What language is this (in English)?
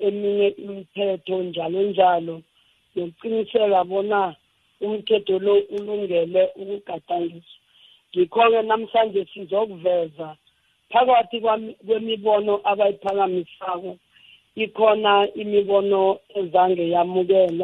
South Ndebele